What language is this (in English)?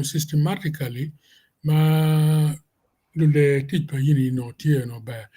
Acoli